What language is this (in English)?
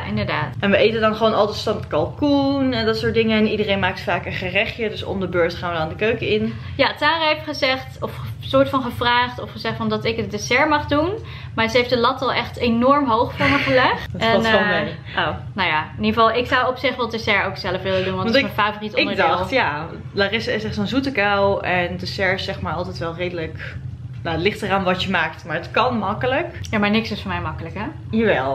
Dutch